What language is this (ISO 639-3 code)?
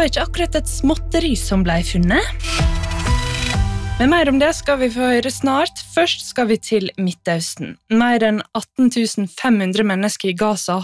nor